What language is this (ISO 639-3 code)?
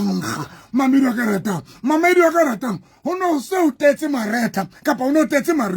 sot